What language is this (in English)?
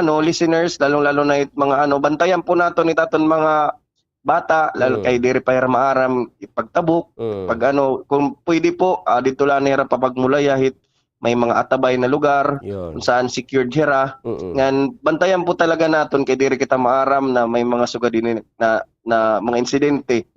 Waray